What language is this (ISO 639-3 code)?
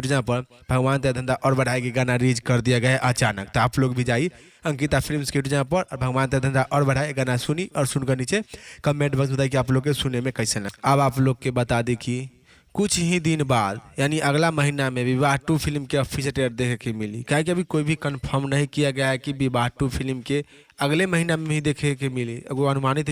bho